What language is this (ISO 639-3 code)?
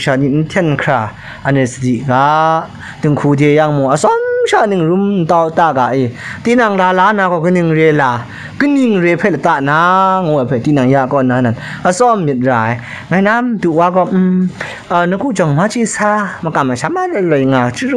kac